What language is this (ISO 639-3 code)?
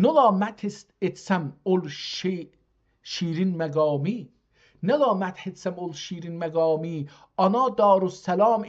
azb